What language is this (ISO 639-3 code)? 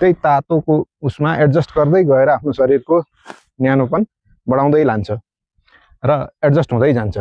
nep